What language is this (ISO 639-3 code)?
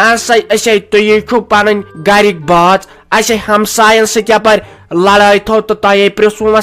kas